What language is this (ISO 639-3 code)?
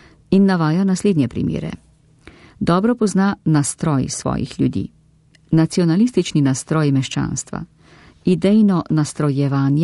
slv